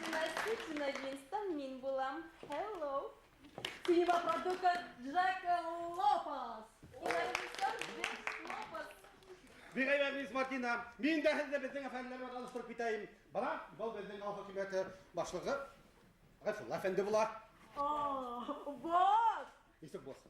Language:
Bashkir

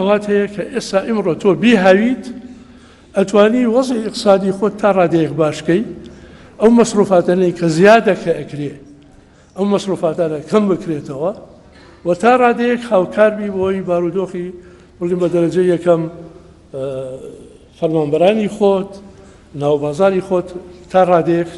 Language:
Central Kurdish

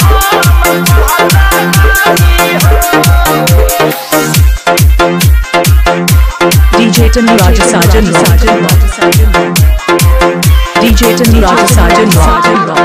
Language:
Bhojpuri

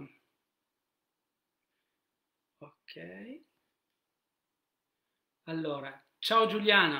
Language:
Italian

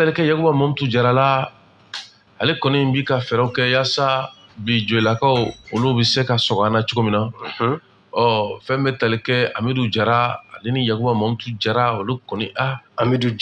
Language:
Bambara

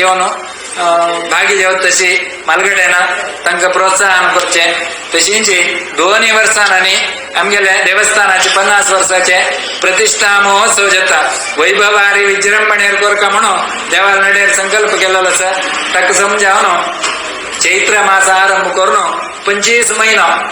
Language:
Konkani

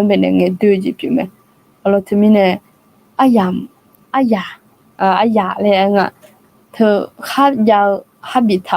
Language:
Akha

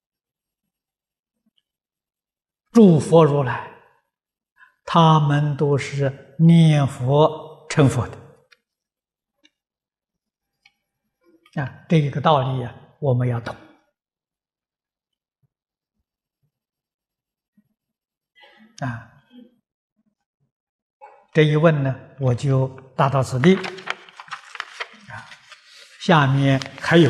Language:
Chinese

